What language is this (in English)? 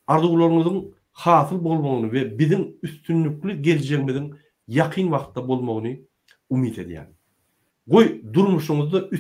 Turkmen